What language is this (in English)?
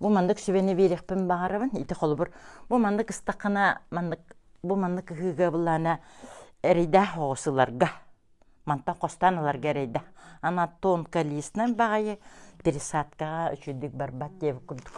Yakut